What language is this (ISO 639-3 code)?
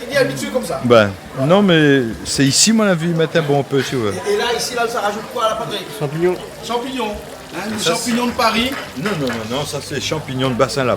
rcf